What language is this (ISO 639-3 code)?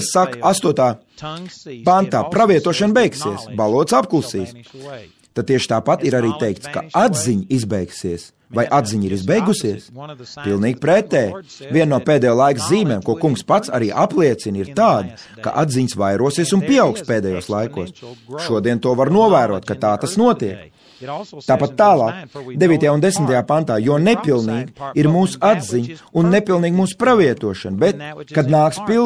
lav